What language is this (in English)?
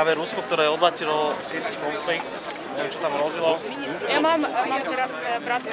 Slovak